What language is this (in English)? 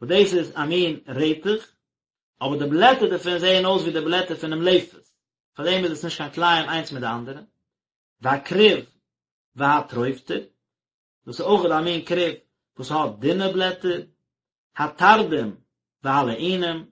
Yiddish